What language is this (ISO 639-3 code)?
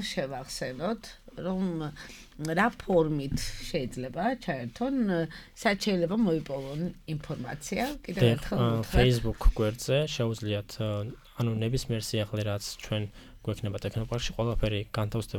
kat